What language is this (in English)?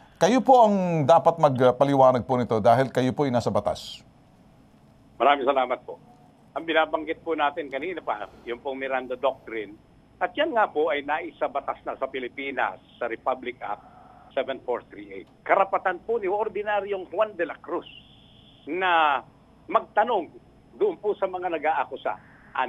Filipino